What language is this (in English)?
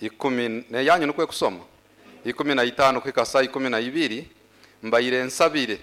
Nyoro